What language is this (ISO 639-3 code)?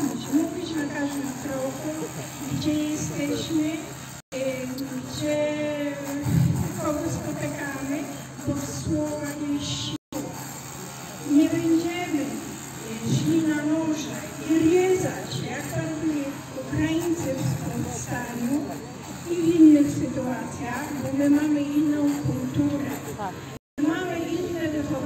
pol